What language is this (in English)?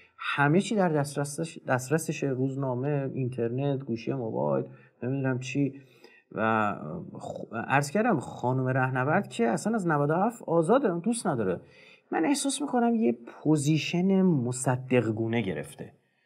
Persian